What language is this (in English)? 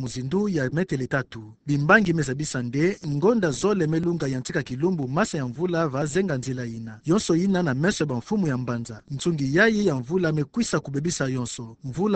Kituba (Democratic Republic of Congo)